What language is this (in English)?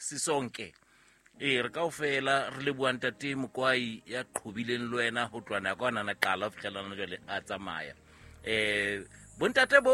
Southern Sotho